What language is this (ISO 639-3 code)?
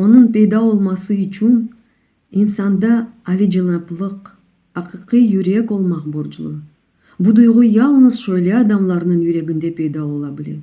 crh